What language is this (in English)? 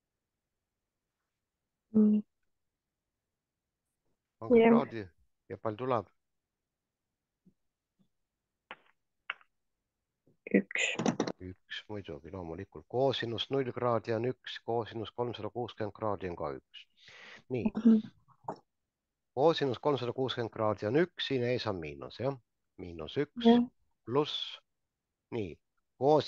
Estonian